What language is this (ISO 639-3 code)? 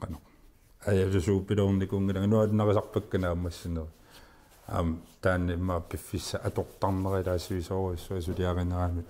kal